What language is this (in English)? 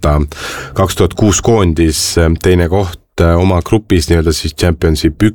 Estonian